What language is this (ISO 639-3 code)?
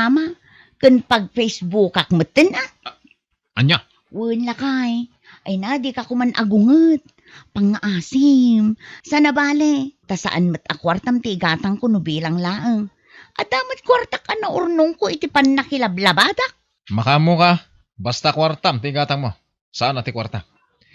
ilo